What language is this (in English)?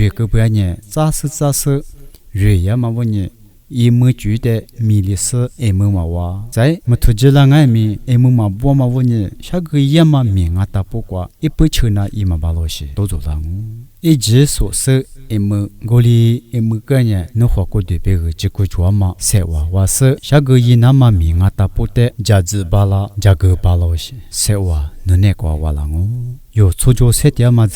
Lisu